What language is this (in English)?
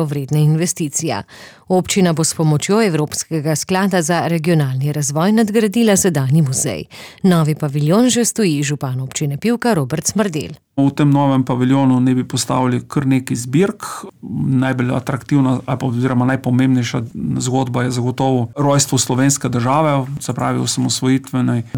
Slovenian